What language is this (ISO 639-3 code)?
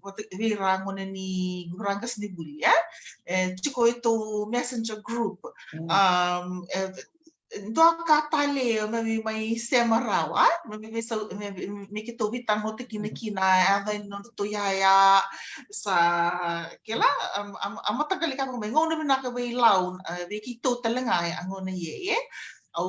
fij